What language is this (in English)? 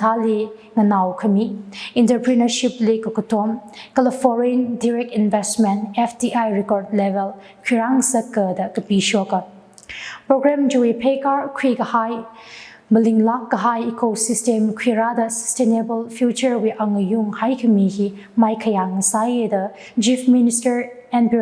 Tangkhul Naga (India)